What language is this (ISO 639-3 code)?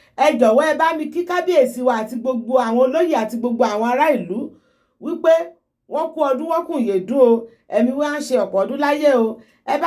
yor